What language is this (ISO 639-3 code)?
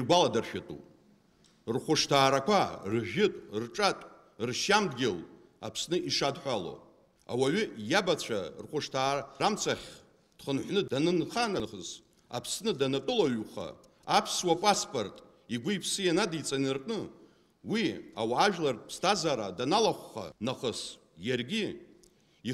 abk